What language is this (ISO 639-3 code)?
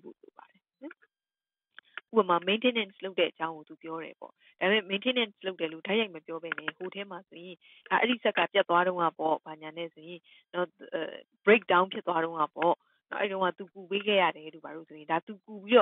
mya